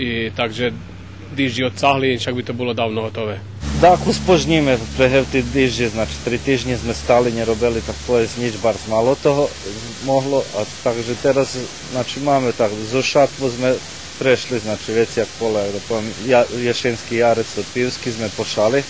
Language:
Rusyn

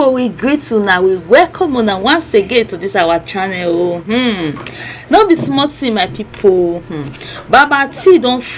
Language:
Nigerian Pidgin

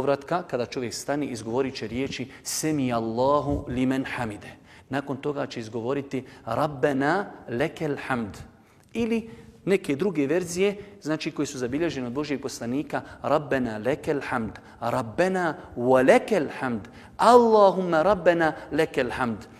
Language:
Bosnian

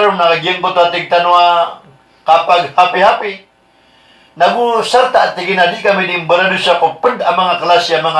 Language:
Maranao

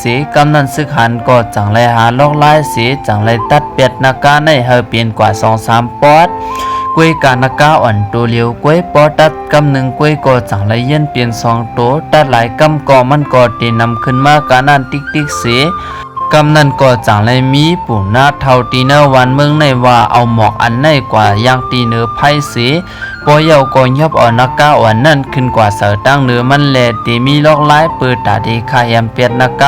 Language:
Shan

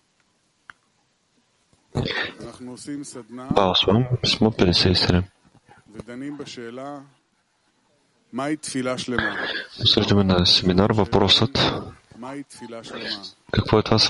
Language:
Bulgarian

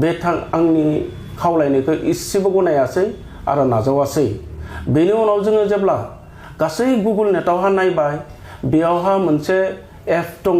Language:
Bodo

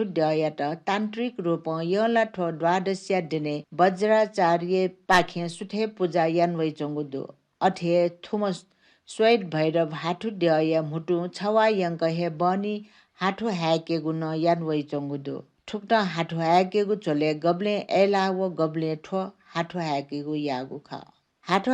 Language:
Newari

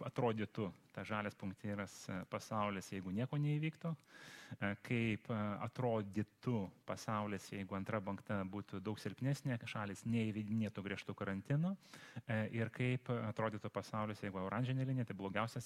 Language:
Lithuanian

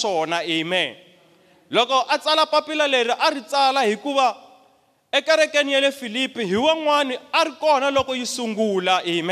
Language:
Tsonga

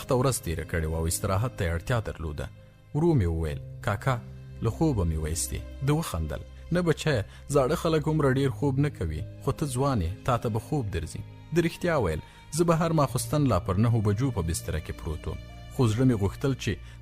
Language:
Pashto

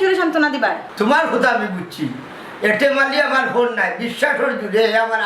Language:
Sylheti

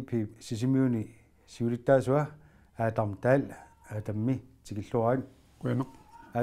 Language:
Kalaallisut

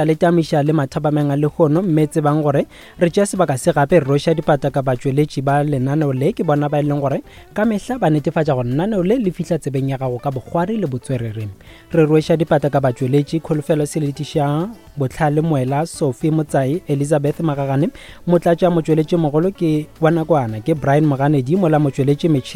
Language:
Northern Sotho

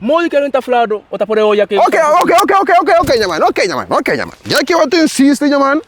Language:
Kabuverdianu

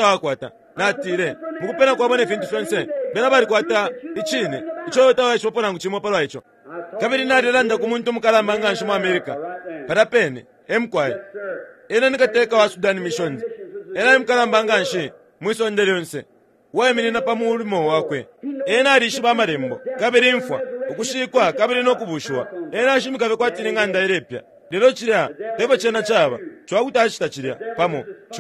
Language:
Bemba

